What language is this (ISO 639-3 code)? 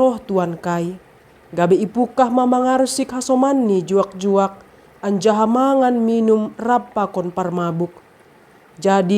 bts